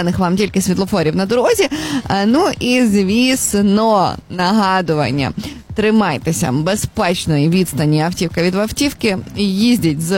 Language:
Ukrainian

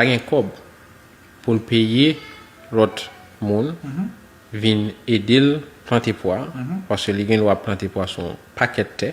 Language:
Haitian Creole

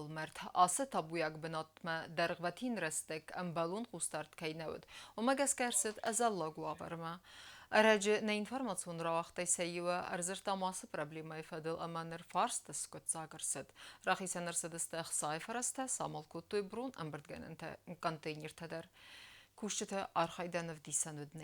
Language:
Ossetic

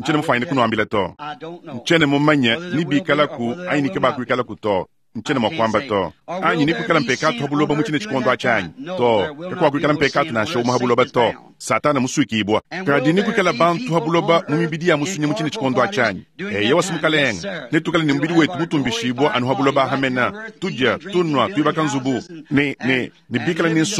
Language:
Luba-Lulua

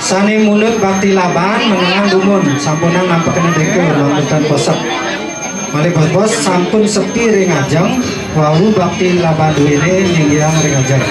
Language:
Balinese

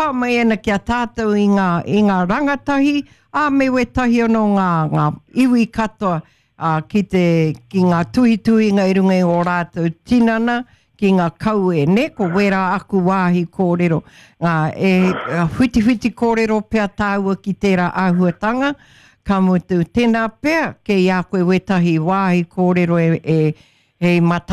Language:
Māori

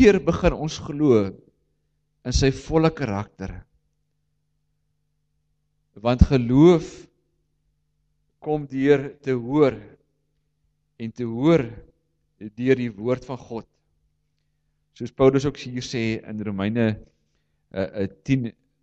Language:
Afrikaans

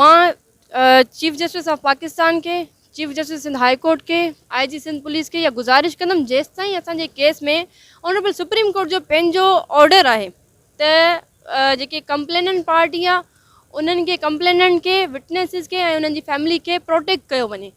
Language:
Sindhi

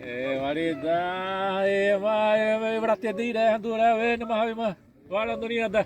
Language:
Xavánte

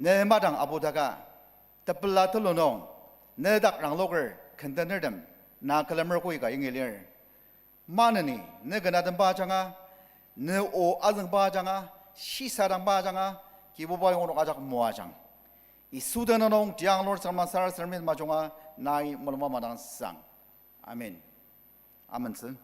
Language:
Ao Naga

